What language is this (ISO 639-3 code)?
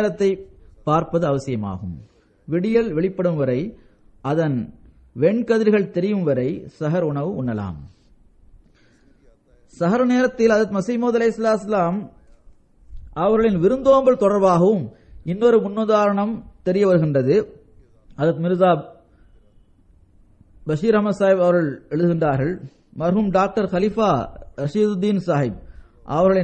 tam